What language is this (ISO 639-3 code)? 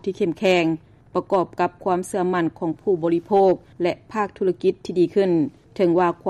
lao